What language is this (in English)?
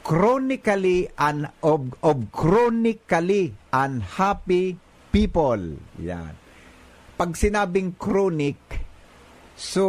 Bikol